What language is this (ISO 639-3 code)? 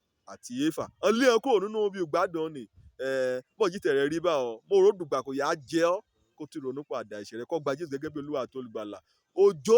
yor